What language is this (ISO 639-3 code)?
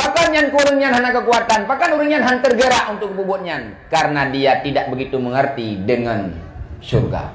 ace